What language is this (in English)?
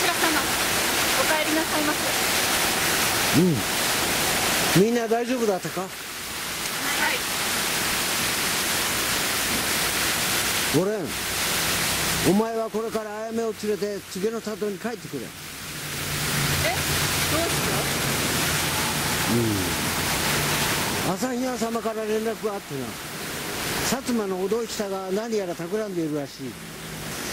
Japanese